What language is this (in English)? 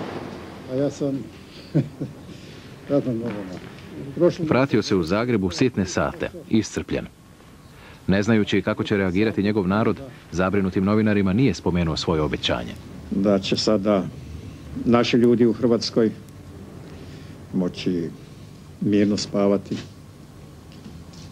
Croatian